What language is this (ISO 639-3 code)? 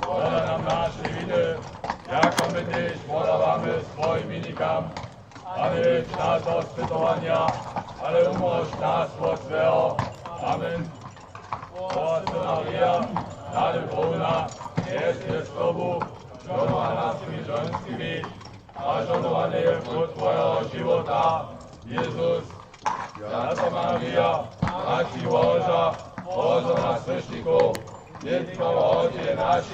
hsb